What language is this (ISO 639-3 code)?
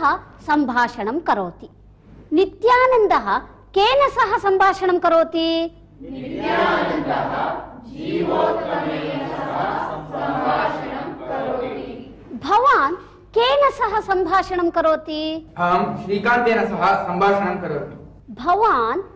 san